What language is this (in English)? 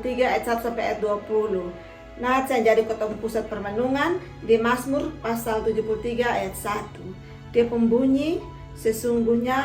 Kupang Malay